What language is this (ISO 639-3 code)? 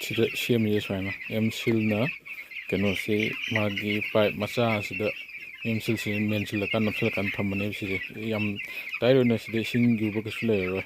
mni